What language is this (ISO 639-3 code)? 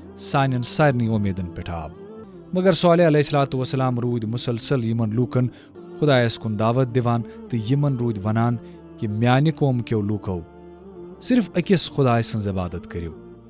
kas